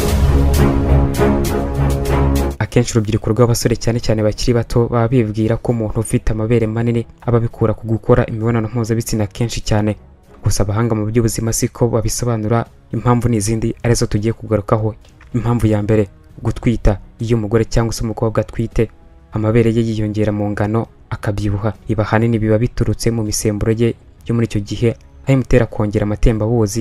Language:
Kinyarwanda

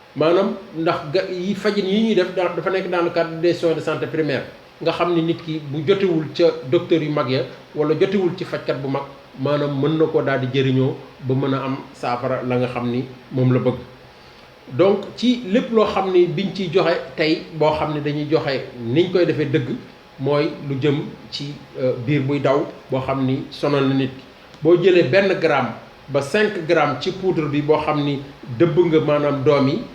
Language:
Wolof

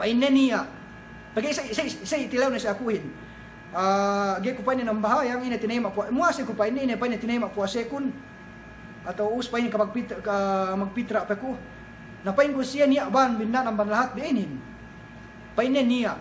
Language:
Yakan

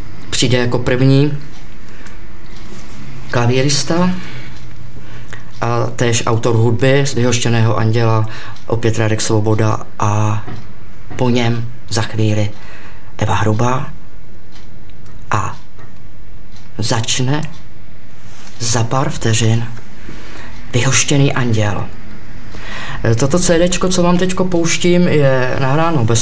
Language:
Czech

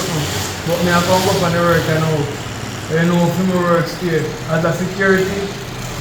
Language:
Jamaican Creole English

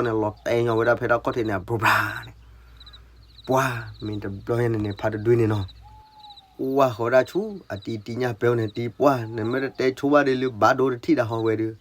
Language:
S'gaw Karen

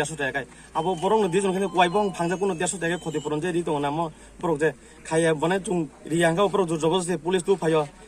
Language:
Kok Borok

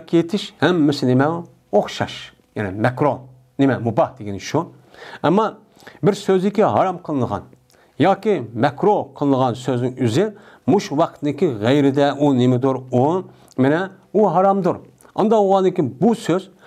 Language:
Uyghur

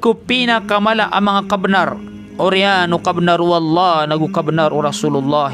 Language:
Maranao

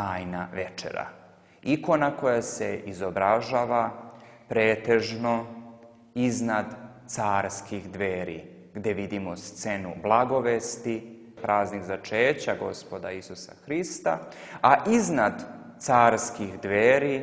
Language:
Serbian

